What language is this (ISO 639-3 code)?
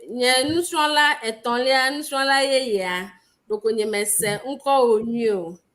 ewe